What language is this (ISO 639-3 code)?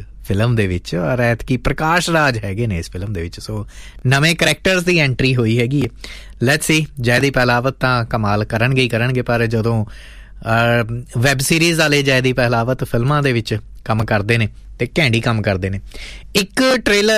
pan